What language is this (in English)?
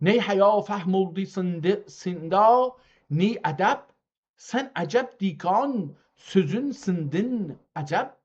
South Azerbaijani